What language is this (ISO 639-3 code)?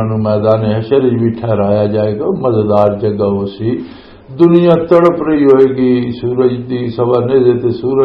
lah